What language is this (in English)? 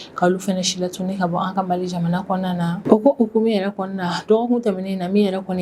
Bambara